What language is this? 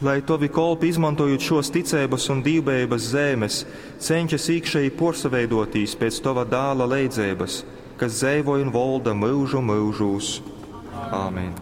Latgalian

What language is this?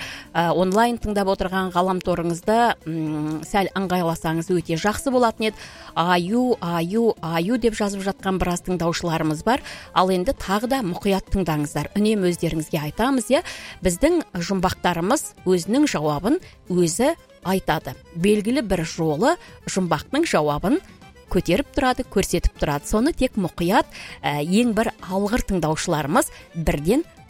Kazakh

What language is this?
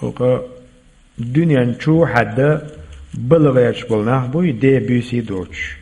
Chechen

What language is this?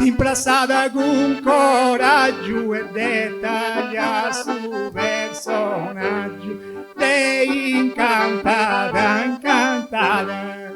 Sardinian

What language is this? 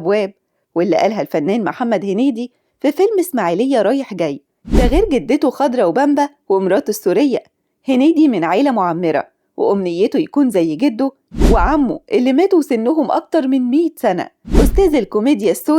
Egyptian Arabic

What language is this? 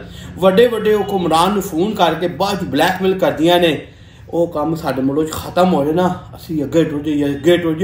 Western Panjabi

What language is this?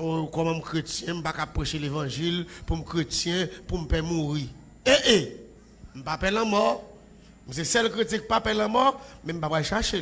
Haitian Creole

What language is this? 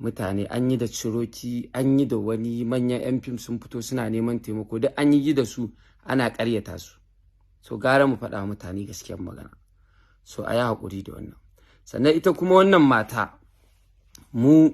Hausa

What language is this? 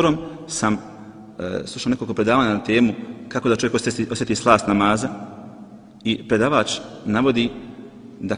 Bosnian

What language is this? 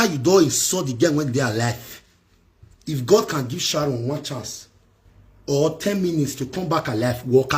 Nigerian Pidgin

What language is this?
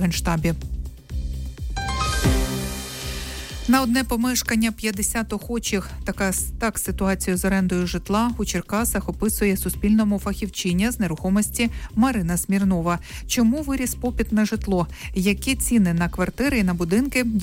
Ukrainian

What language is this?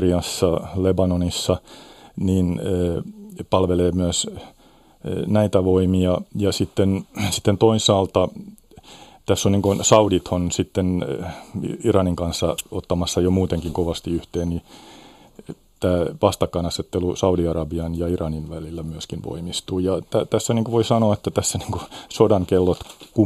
Finnish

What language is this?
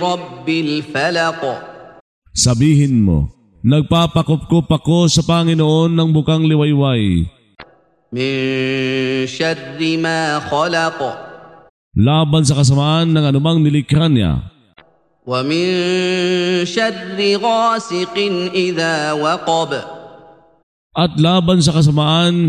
Filipino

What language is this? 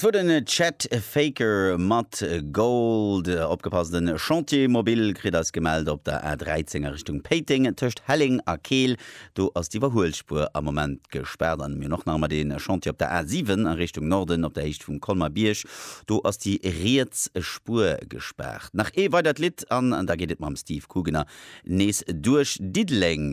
Luxembourgish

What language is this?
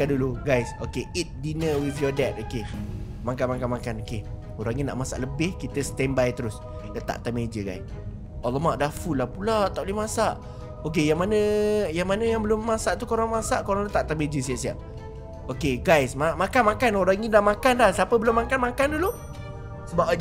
Malay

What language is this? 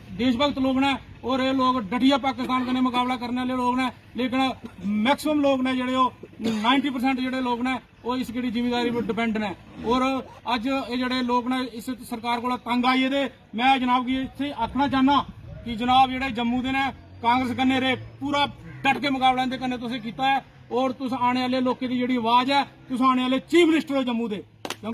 Dogri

